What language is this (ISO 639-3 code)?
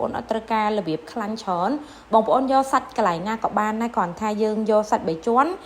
khm